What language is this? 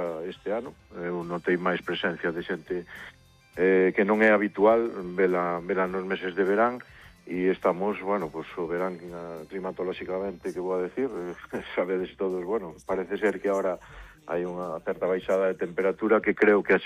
Galician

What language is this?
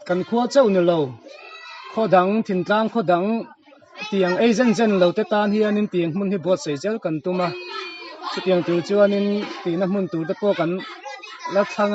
Mizo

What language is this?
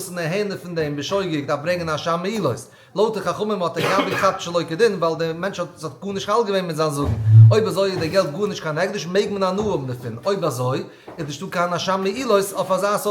Yiddish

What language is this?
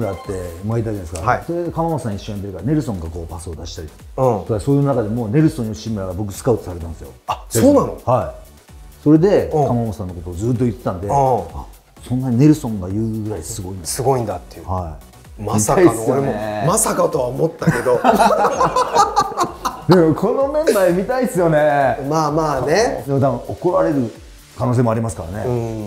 Japanese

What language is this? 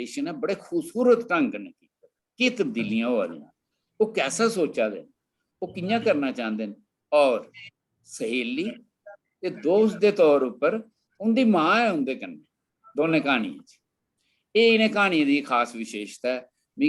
Dogri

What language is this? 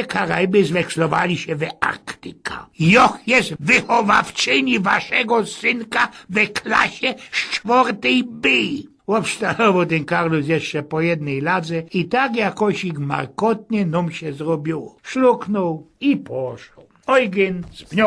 Silesian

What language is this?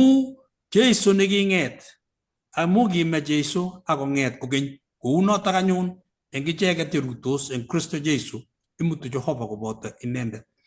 Kalenjin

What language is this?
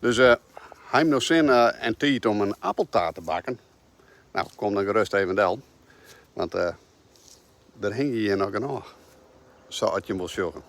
Western Frisian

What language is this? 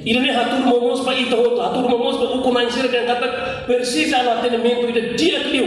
Tetum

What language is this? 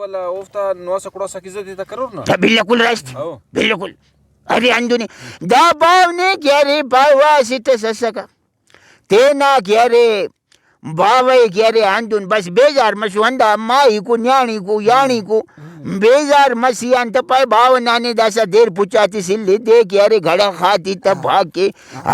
Brahui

